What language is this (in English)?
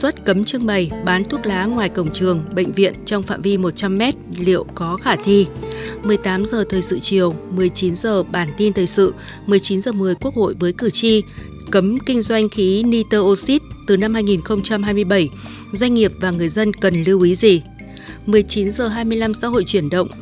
Vietnamese